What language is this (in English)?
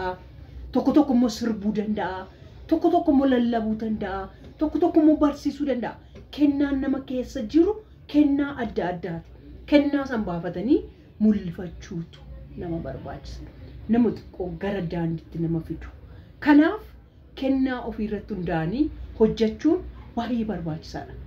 Oromo